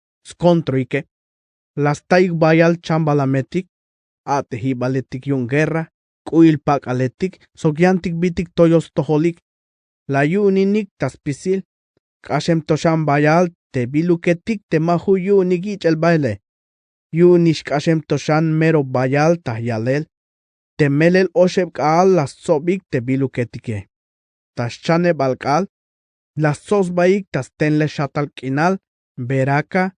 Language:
Tzeltal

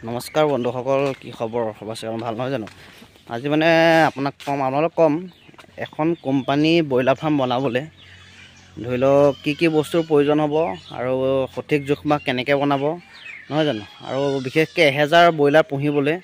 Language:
Assamese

